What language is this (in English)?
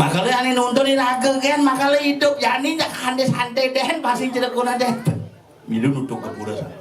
Balinese